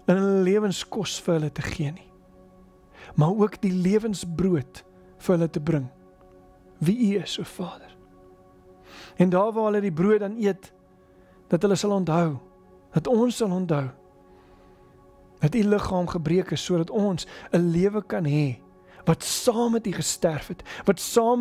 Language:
Afrikaans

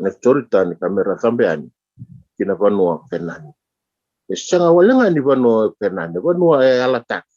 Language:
Fijian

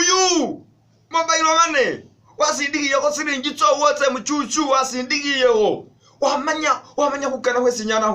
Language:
Masaaba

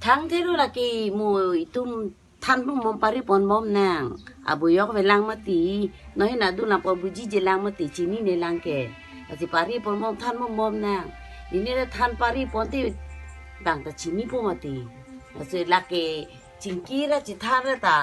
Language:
Karbi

